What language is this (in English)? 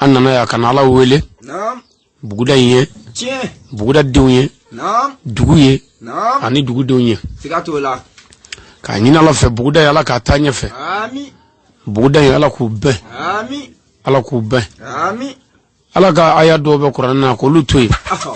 Bambara